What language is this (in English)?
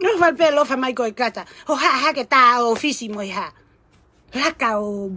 Tongan